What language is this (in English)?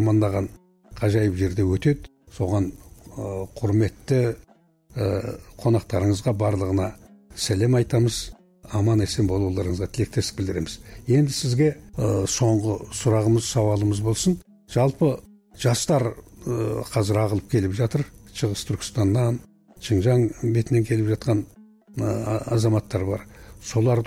Kazakh